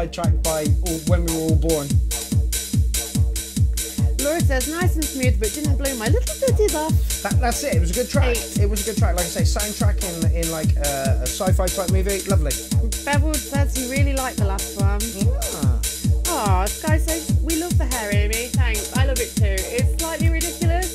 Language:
English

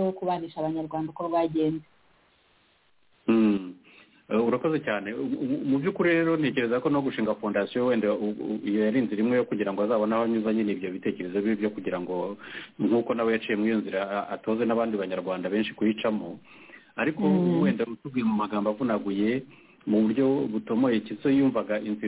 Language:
Kinyarwanda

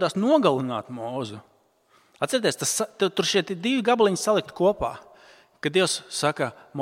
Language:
Latvian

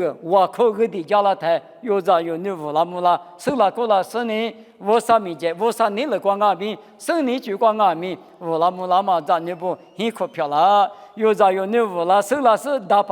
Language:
Lisu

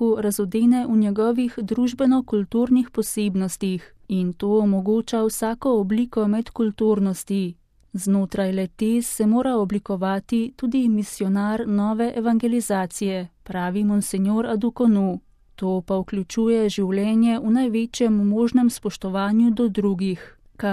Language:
Slovenian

